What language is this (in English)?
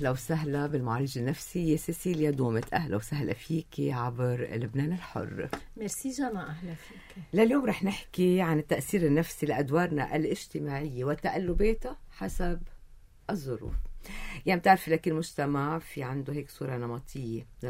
North Levantine Arabic